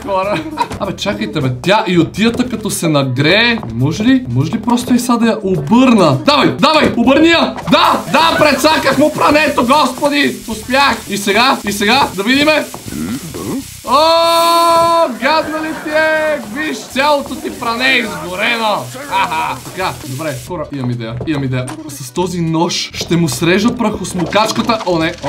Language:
Bulgarian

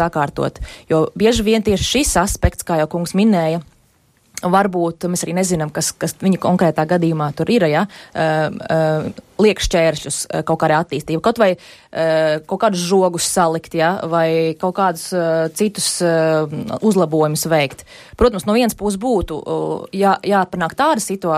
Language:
Latvian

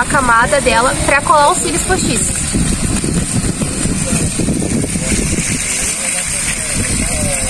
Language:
Portuguese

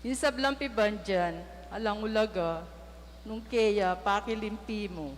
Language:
Pampanga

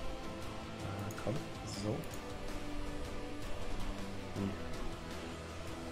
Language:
German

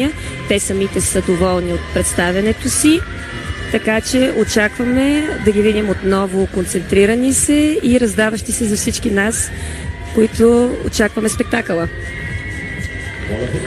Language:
Bulgarian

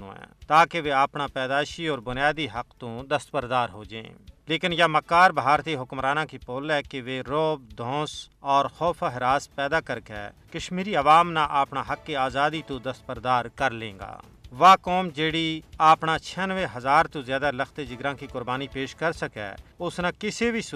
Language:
Gujari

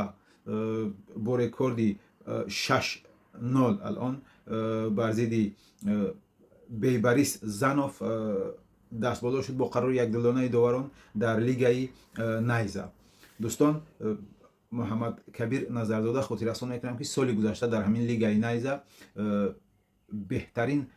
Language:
Tajik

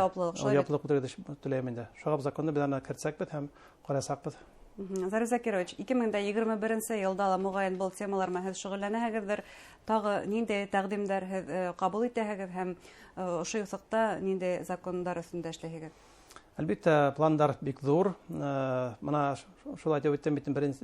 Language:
Bashkir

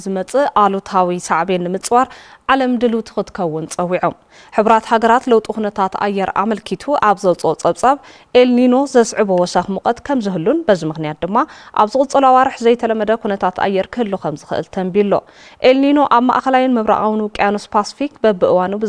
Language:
Tigrinya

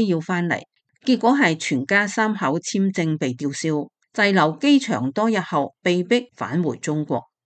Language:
Cantonese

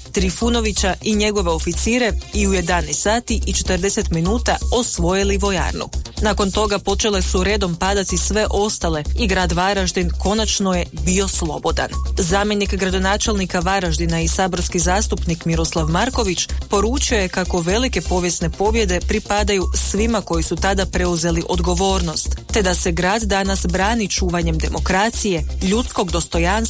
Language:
Croatian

